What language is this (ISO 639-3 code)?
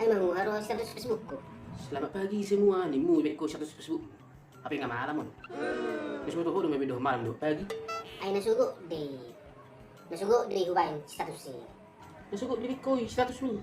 bbc